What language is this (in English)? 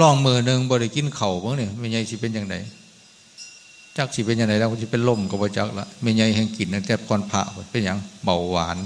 Northeastern Thai